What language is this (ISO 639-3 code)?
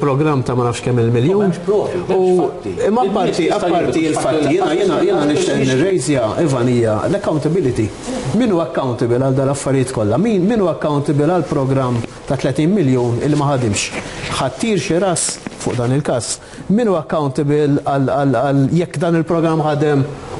mlt